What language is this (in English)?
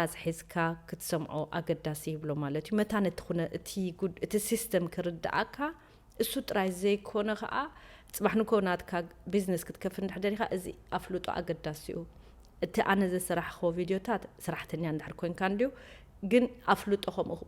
Tigrinya